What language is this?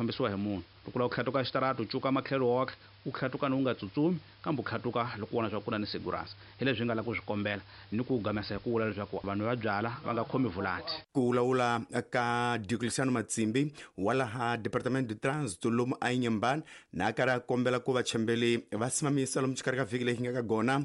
Tsonga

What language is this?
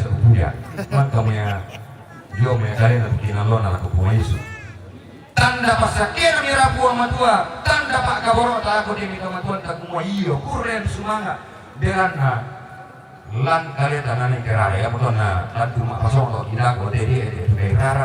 Toraja-Sa'dan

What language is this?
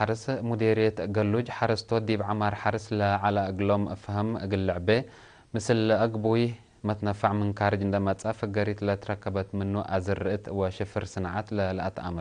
Tigre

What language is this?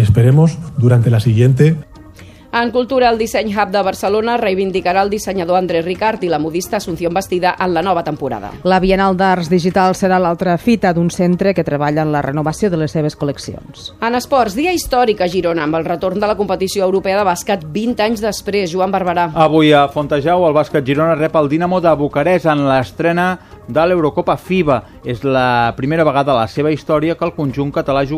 Catalan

